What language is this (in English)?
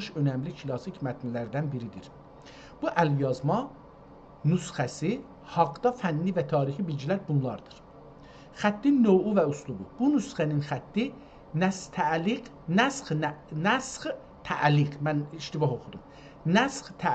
South Azerbaijani